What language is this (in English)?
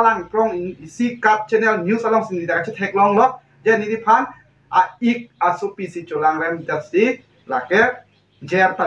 Karbi